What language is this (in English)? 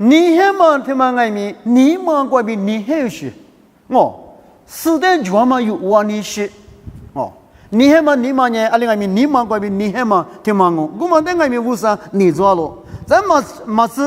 Lisu